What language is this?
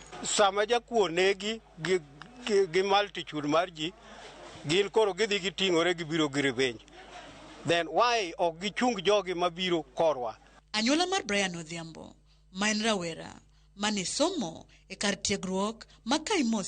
Luo (Kenya and Tanzania)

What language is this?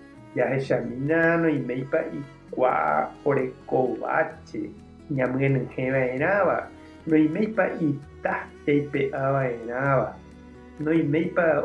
Guarani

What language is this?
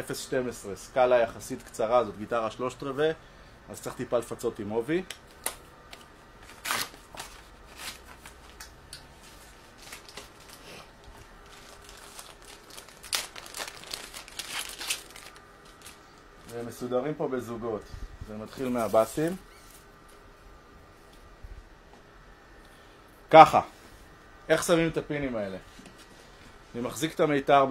Hebrew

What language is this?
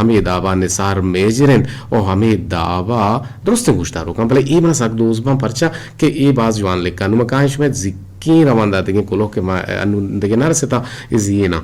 Eastern Balochi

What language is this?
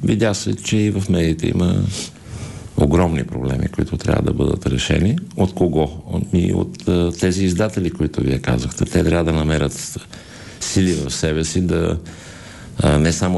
Bulgarian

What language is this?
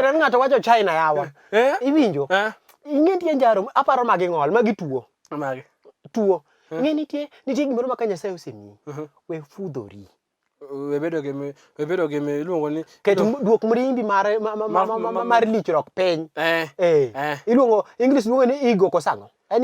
Luo (Kenya and Tanzania)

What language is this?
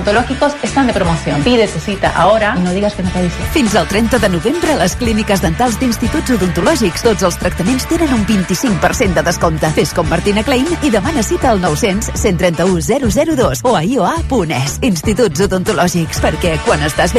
Catalan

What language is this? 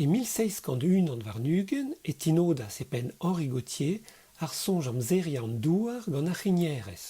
Breton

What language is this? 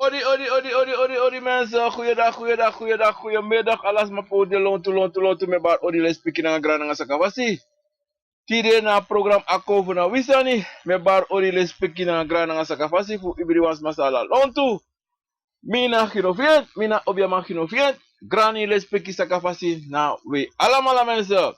Sranan Tongo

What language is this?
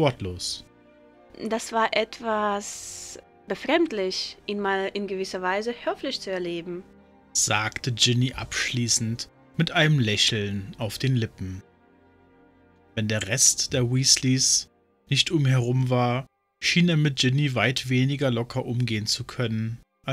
German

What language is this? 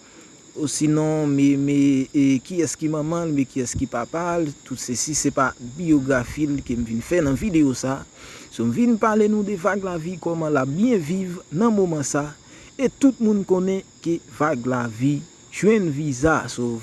Haitian Creole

